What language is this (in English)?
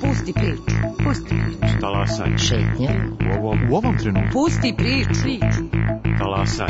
Serbian